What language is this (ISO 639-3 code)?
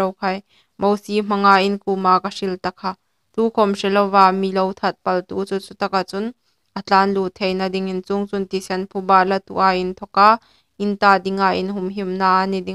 hmr